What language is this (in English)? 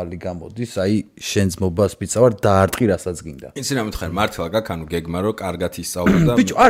Georgian